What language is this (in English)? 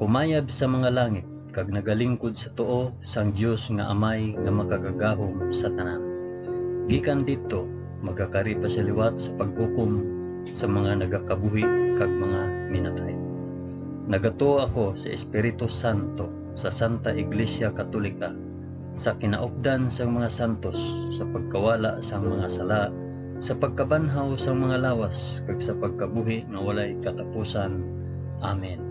Hiligaynon